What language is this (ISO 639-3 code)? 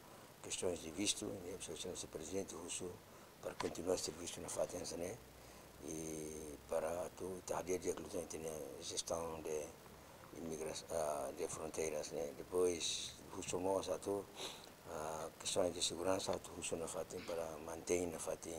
tet